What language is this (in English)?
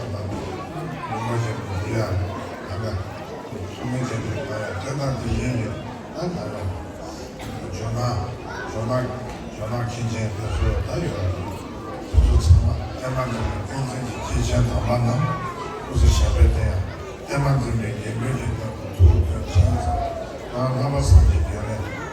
Tibetan